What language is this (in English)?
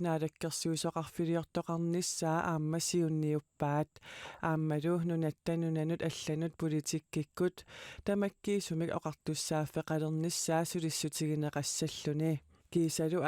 Kalaallisut